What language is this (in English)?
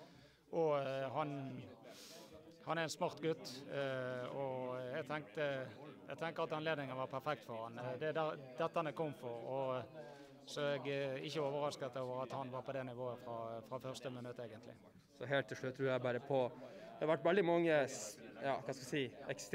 Norwegian